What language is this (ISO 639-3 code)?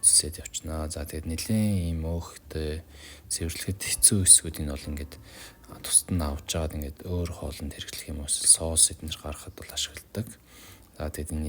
mon